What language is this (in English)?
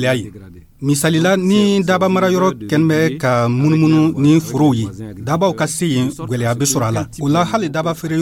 Dyula